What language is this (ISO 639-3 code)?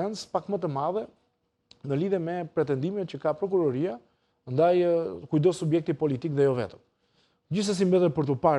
sqi